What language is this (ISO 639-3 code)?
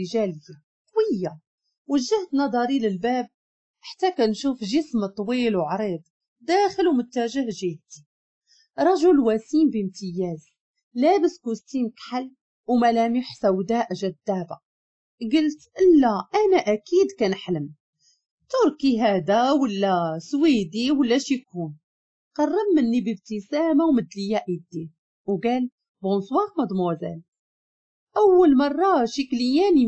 ary